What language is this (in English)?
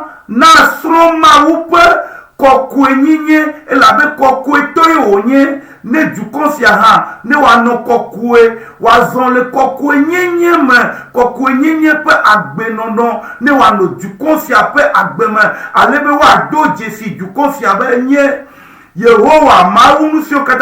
Ewe